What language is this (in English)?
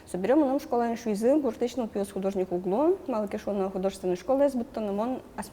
Udmurt